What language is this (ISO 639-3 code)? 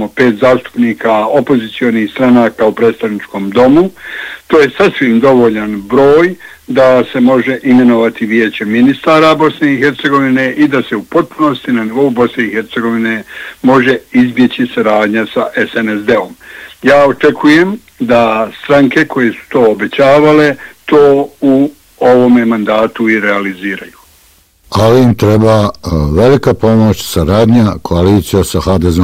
bos